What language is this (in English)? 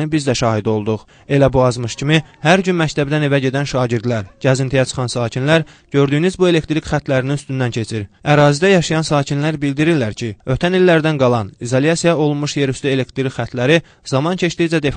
Azerbaijani